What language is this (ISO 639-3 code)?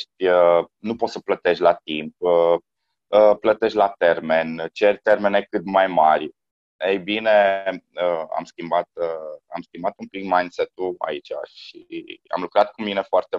ron